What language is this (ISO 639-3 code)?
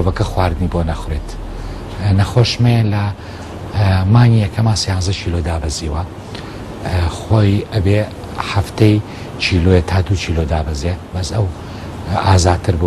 ckb